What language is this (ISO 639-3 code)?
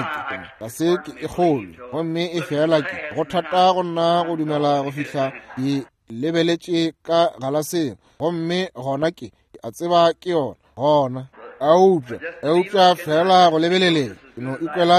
nso